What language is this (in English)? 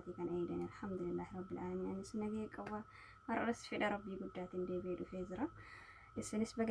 Oromo